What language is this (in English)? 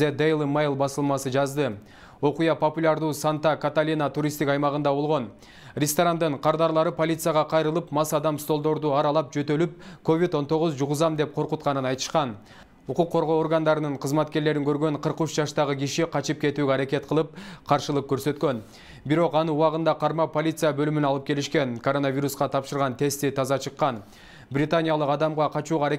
Kyrgyz